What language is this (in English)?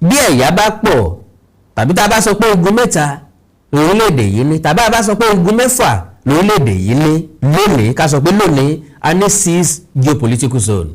Yoruba